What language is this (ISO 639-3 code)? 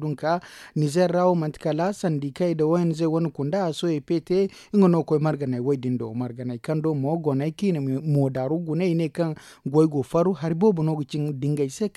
dje